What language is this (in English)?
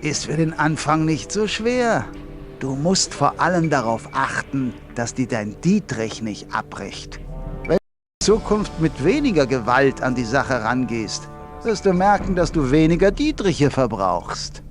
Bavarian